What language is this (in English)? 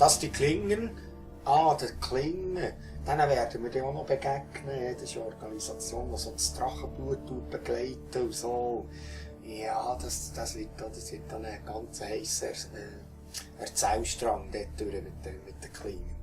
Swiss German